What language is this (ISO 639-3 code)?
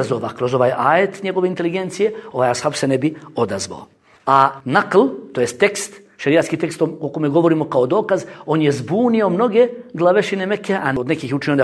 bos